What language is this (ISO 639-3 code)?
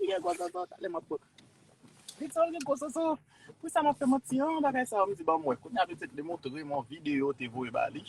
hat